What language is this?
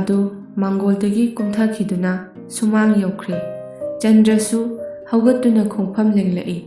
Manipuri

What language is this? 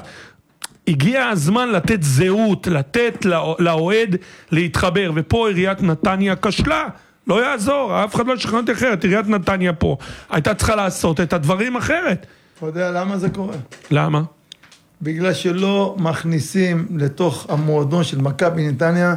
Hebrew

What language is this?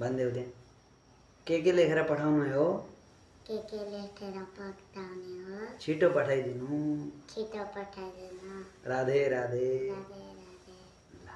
Nepali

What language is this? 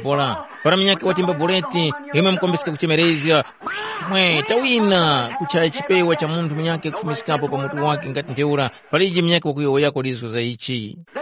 Tumbuka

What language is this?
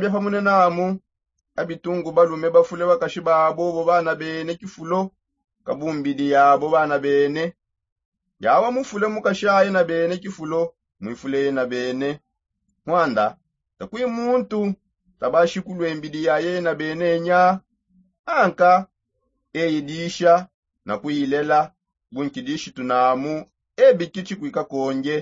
Songe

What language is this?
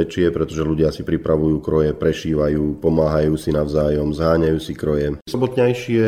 Slovak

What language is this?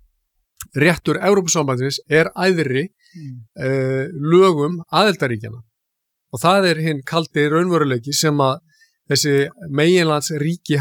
Icelandic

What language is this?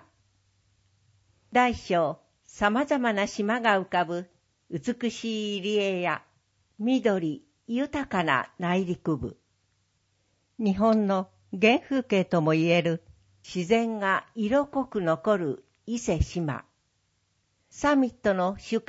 Japanese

